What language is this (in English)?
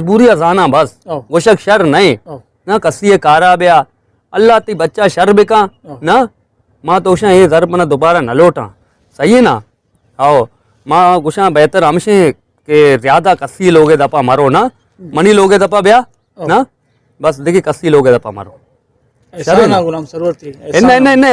Baluchi